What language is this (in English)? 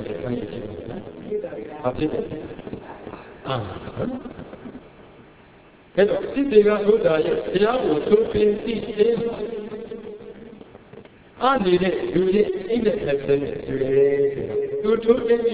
Burmese